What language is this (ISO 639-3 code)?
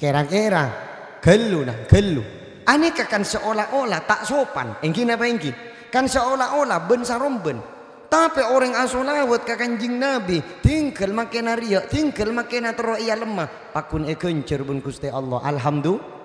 mad